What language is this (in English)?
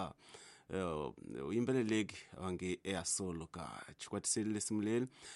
Tsonga